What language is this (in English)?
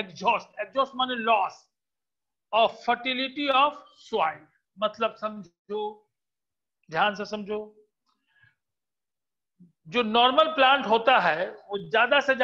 Hindi